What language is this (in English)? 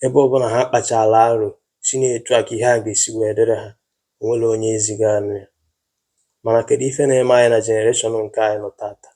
Igbo